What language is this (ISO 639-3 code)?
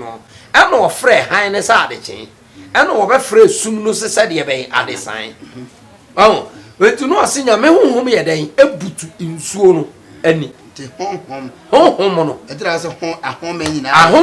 aka